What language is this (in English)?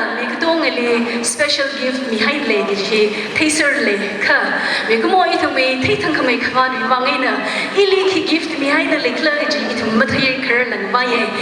Tangkhul Naga (India)